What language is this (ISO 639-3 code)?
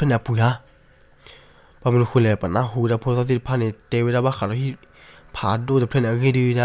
ksw